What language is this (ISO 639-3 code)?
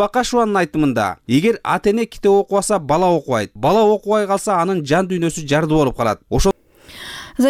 kir